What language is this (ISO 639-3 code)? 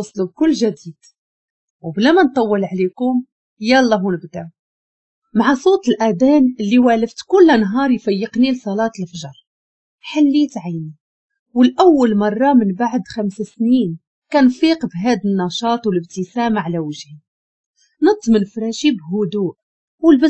ary